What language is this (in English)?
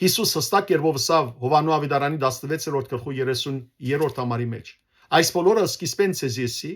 Western Armenian